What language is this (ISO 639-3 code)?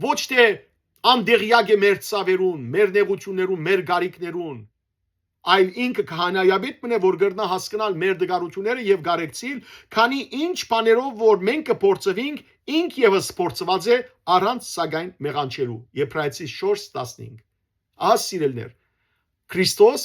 hyw